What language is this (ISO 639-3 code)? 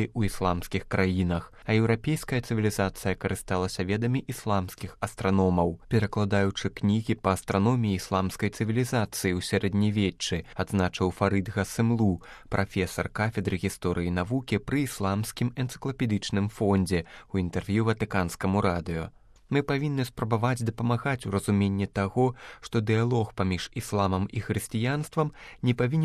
bel